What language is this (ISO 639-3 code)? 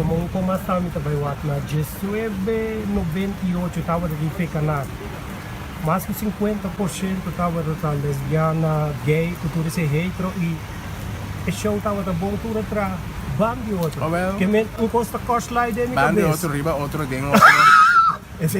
pap